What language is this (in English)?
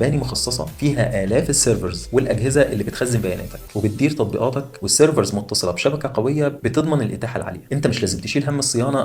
Egyptian Arabic